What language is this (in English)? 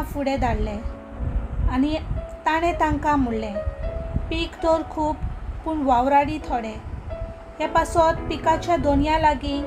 Konkani